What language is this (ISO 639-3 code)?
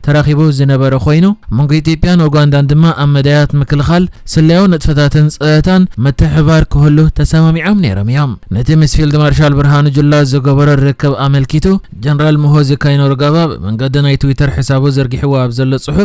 tir